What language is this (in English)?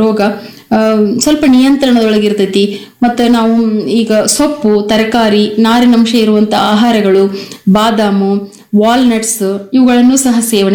Kannada